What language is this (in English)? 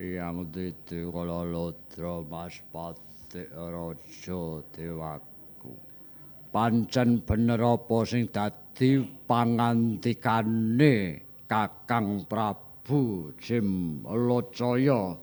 Javanese